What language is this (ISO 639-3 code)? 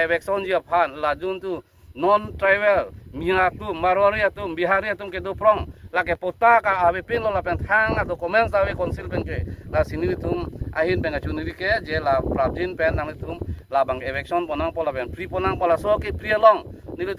mjw